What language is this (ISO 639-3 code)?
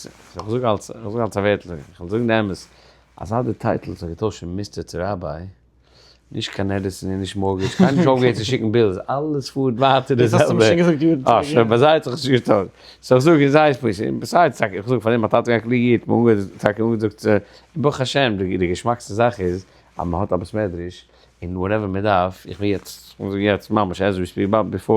yid